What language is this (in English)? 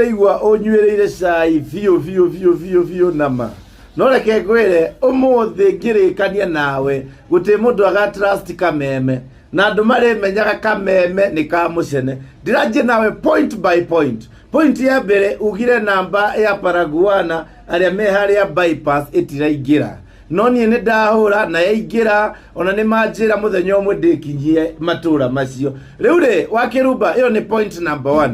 Kikuyu